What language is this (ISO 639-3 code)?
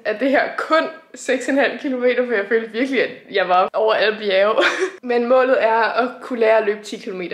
dan